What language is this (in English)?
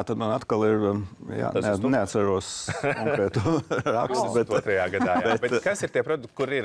Latvian